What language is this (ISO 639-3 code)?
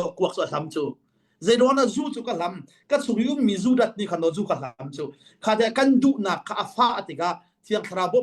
cnh